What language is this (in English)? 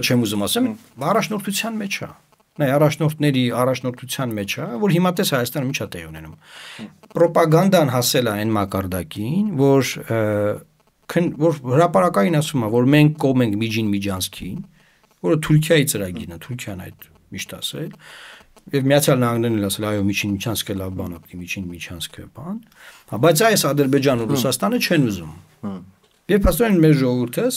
Armenian